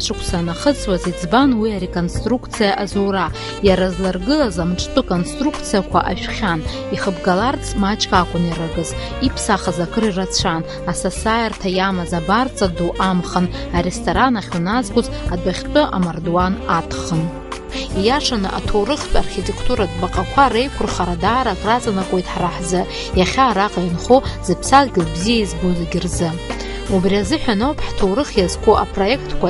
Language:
Abkhazian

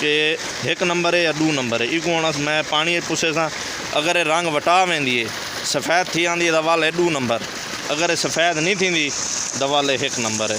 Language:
Saraiki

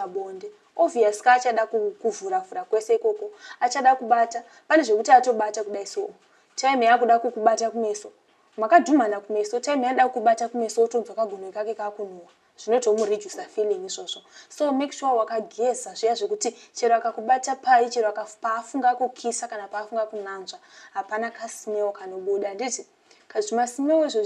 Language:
Shona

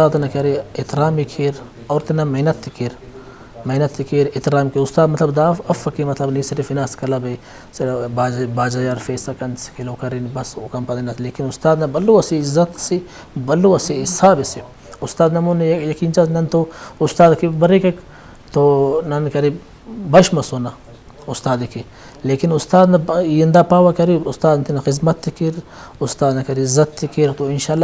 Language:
Brahui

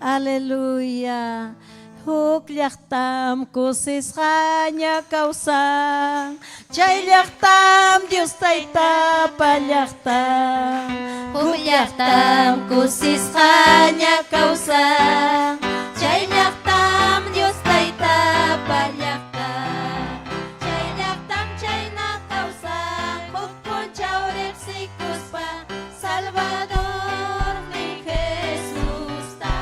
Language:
Ayacucho Quechua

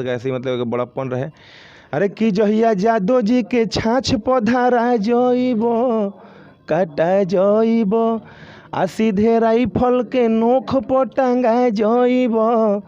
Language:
Bhojpuri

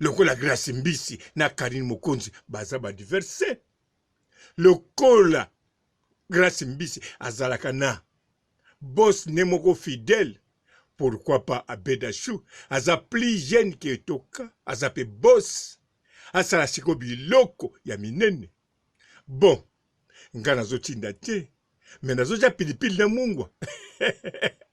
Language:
Lingala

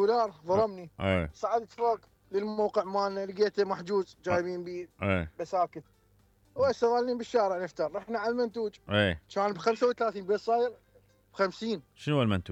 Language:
Mesopotamian Arabic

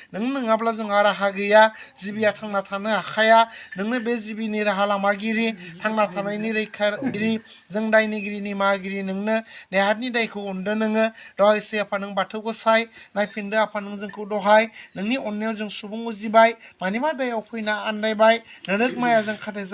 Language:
Bodo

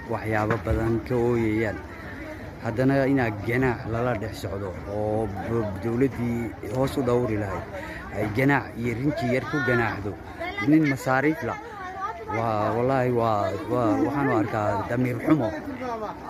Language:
Somali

